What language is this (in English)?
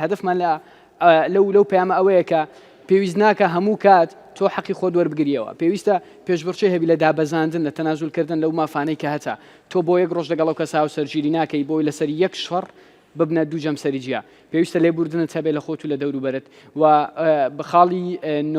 Central Kurdish